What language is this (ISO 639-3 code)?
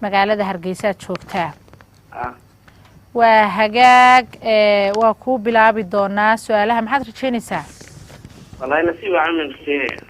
som